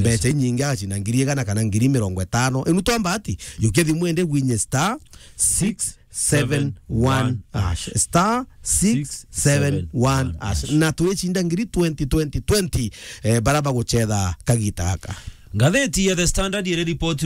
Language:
Meru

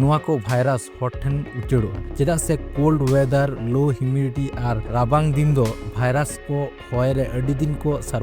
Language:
Santali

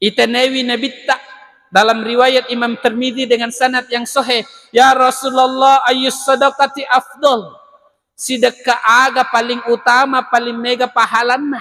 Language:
Buginese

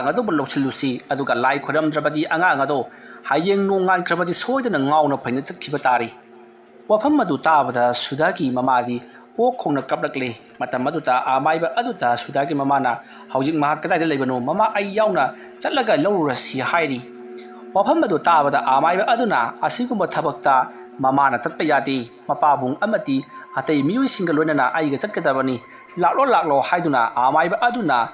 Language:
Manipuri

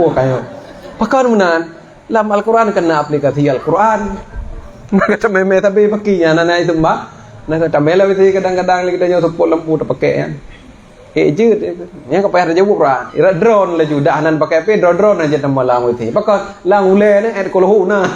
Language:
Achinese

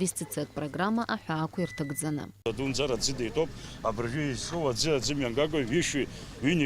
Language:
Abkhazian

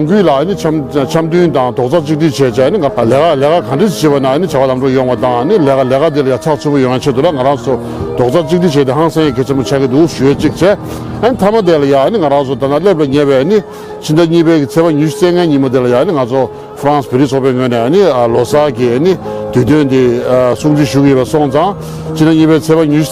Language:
Tibetan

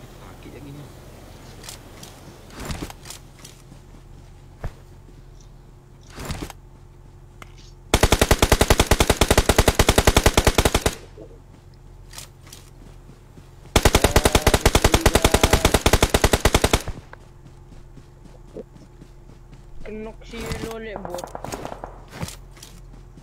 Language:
Malay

